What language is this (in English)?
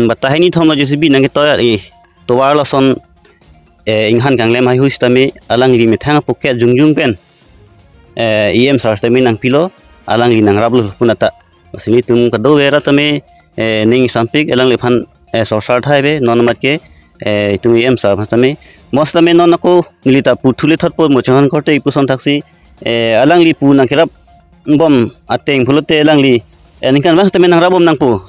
Karbi